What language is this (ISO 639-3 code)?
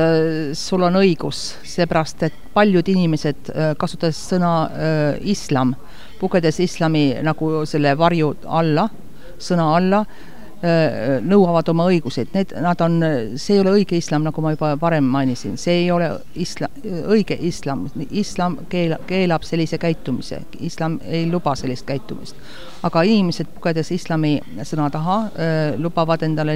est